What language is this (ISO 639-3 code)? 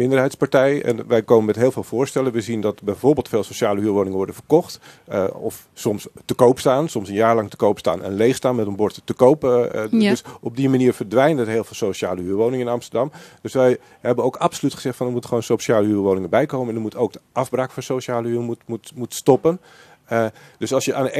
nld